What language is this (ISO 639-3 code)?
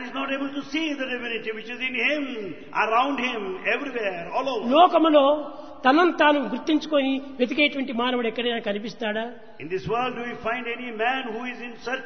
tel